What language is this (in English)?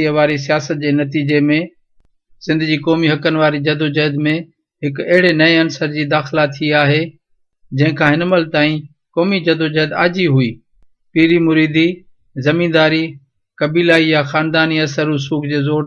Sindhi